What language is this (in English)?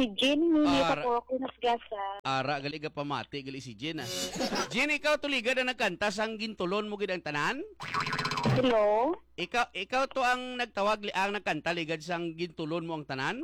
Hiligaynon